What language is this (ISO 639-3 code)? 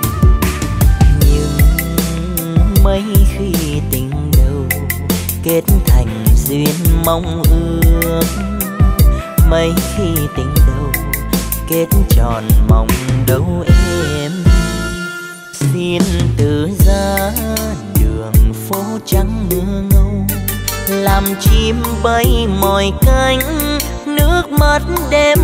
vie